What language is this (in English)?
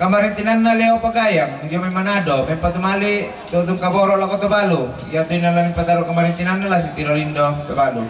Toraja-Sa'dan